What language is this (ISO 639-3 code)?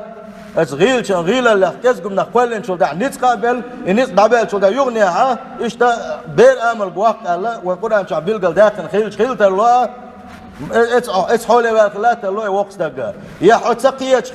che